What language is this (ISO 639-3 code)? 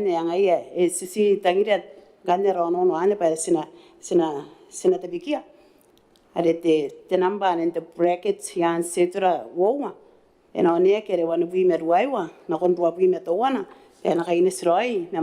gil